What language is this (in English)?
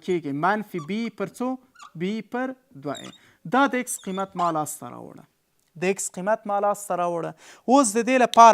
Pashto